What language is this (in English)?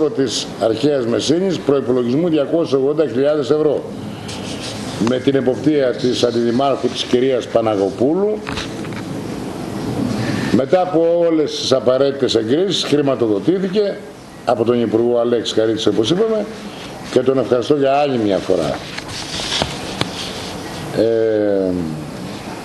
Greek